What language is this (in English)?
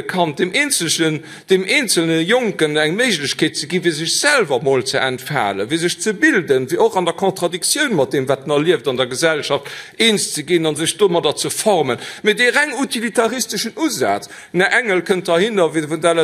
Luxembourgish